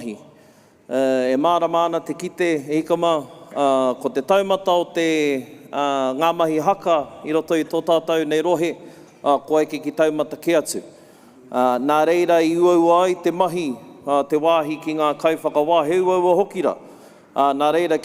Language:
Māori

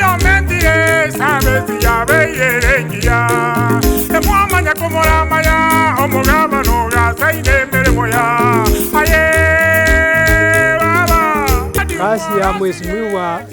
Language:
Gusii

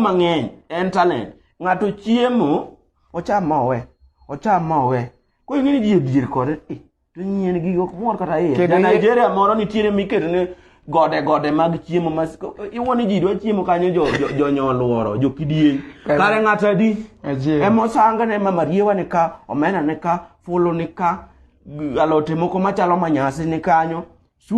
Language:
Luo (Kenya and Tanzania)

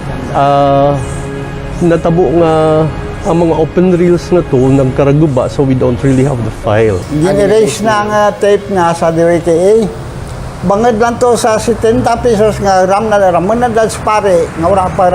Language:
Kinaray-a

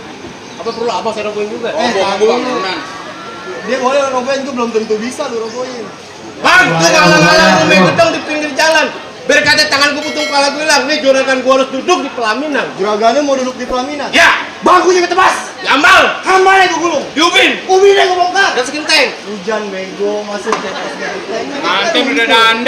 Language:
Betawi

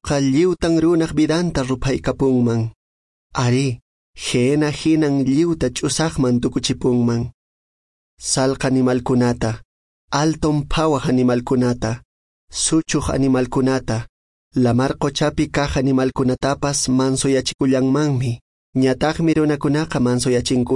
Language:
Quechua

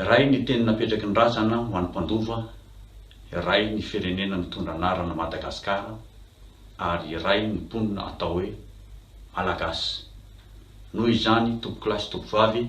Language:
Malagasy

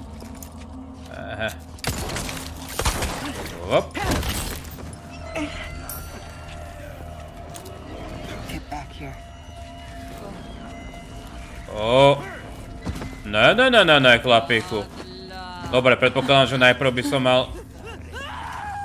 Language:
Slovak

